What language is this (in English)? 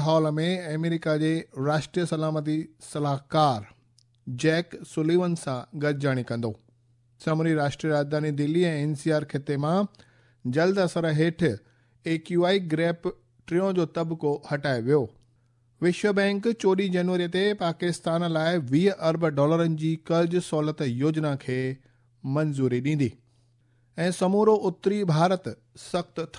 Sindhi